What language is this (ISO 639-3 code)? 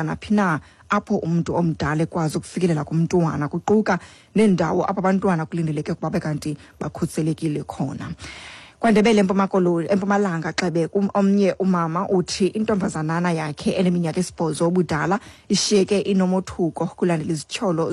xho